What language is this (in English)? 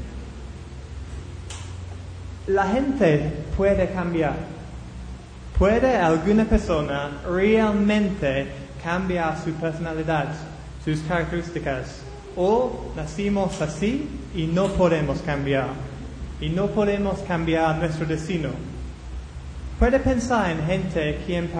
Spanish